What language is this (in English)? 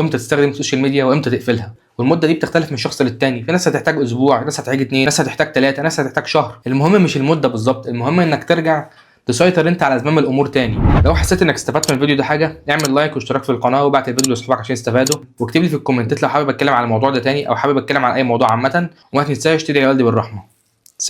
Egyptian Arabic